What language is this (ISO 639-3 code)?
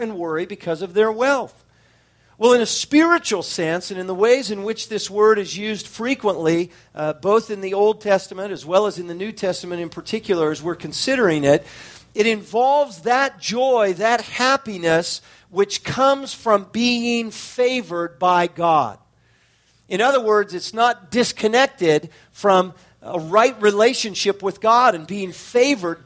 eng